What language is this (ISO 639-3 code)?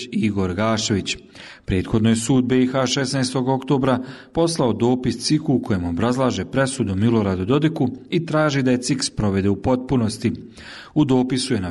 bos